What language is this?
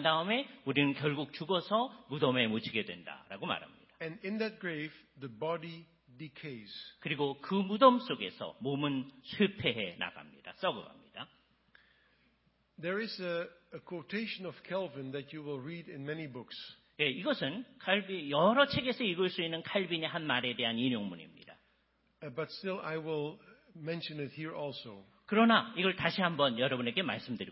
Korean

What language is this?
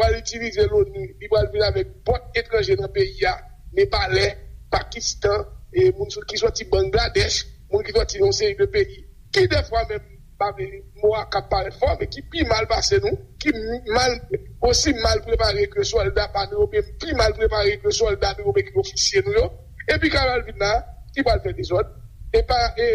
Haitian Creole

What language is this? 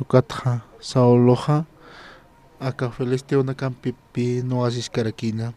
Aymara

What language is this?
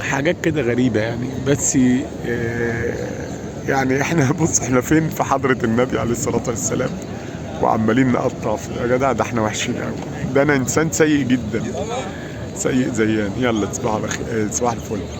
Egyptian Arabic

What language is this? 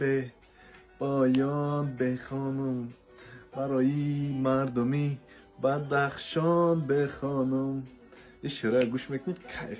Tajik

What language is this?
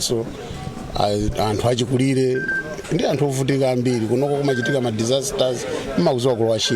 Nyanja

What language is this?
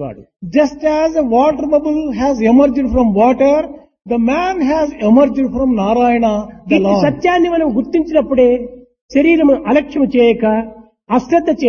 Telugu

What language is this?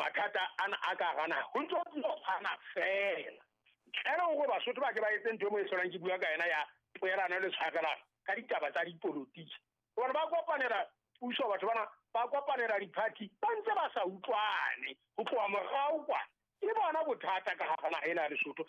Southern Sotho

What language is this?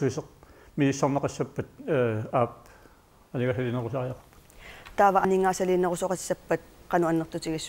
Kalaallisut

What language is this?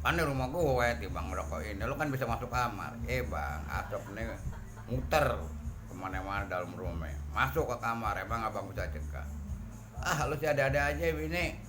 Betawi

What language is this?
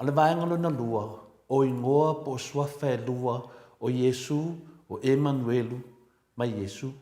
Samoan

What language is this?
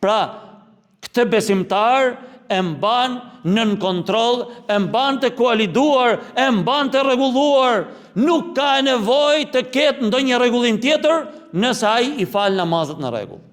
Albanian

